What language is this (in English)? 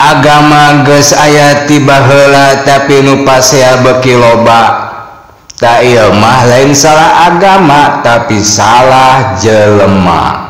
Sundanese